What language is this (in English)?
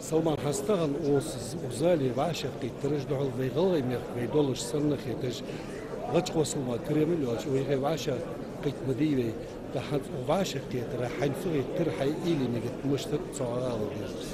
Ingush